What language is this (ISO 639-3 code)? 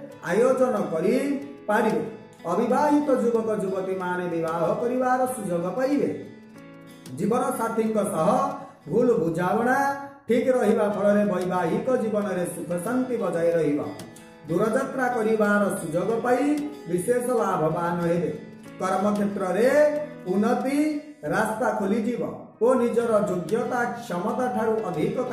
ori